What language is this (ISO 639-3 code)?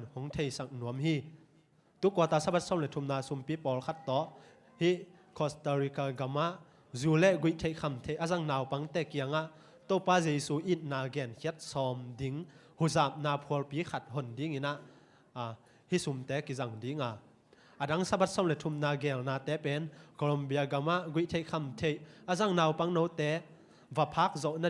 ctd